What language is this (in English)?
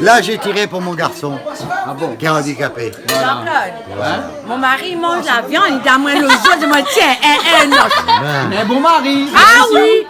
Réunion Creole French